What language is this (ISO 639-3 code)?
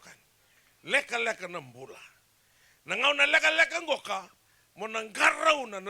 fij